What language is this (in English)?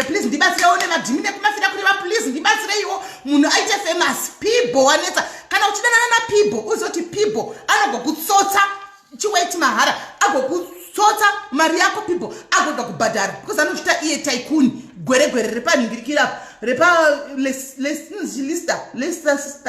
Shona